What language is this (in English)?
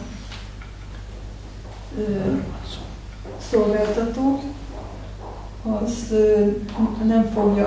Hungarian